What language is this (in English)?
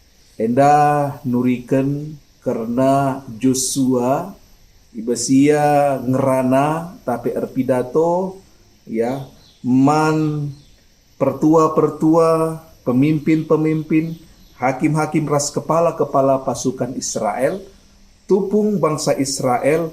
Batak Karo